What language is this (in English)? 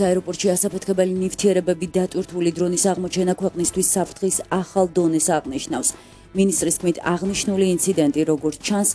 Georgian